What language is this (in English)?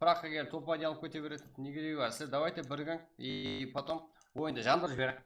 Kara-Kalpak